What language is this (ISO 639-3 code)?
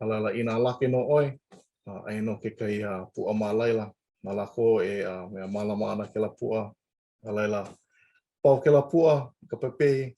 haw